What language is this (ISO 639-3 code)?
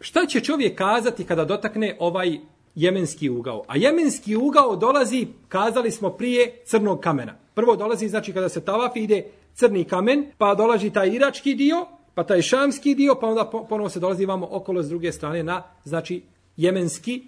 bos